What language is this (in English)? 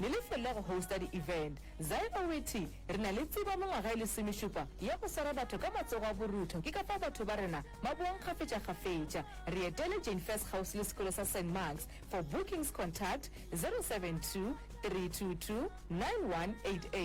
Northern Sotho